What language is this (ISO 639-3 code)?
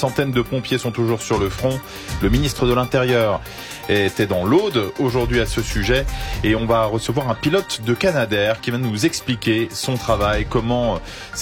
fra